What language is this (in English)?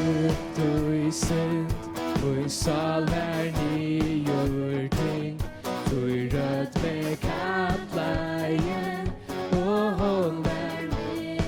Faroese